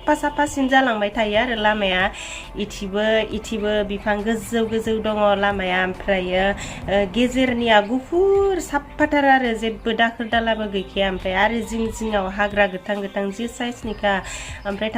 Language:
Bodo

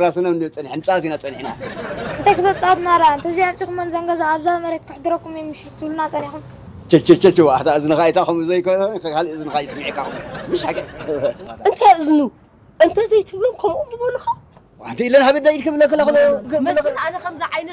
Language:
Tigrinya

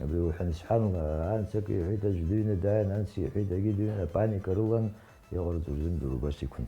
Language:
Abkhazian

